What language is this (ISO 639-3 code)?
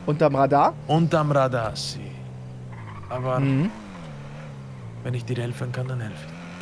deu